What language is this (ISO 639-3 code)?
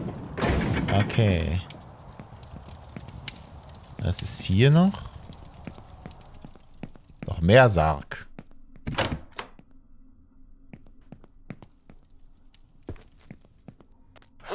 deu